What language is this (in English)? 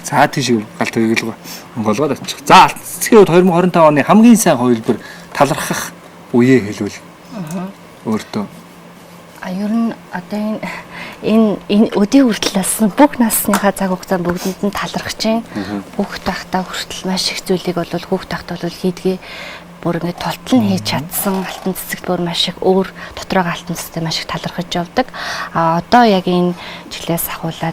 Mongolian